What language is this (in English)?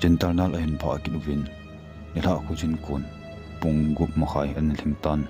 Thado Chin